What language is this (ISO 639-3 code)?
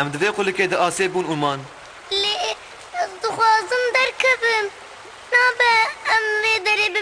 kur